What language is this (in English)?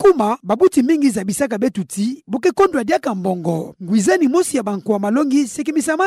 Kituba (Democratic Republic of Congo)